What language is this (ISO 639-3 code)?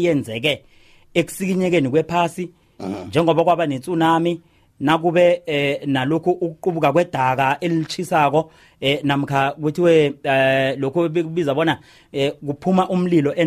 nbl